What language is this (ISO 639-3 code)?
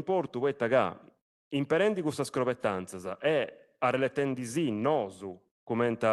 srd